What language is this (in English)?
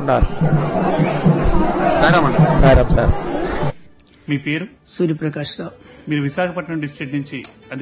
Telugu